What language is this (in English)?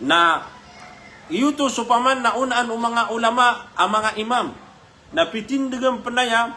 Maranao